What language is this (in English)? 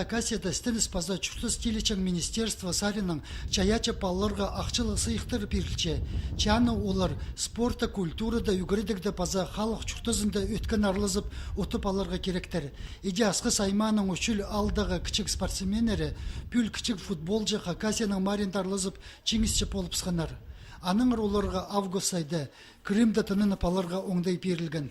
Khakas